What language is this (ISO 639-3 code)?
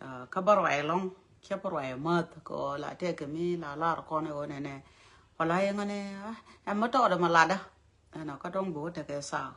nus